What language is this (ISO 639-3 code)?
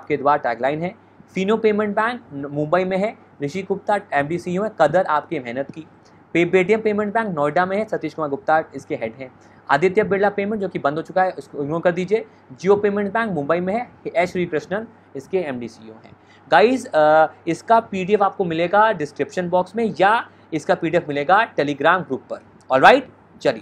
hin